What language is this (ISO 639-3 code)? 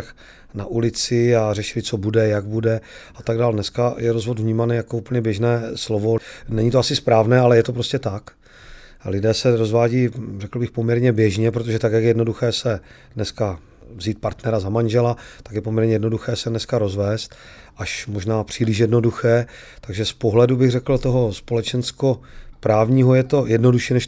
ces